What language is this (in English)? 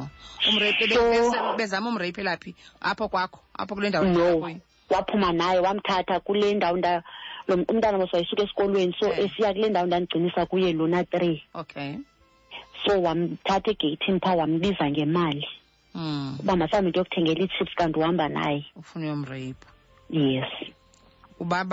Xhosa